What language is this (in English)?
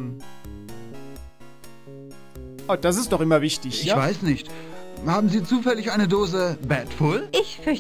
German